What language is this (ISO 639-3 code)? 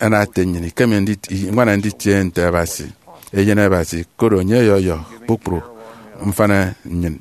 efi